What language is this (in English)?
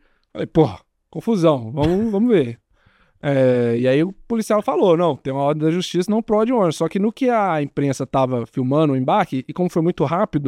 Portuguese